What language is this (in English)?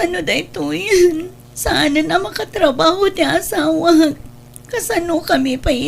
Iloko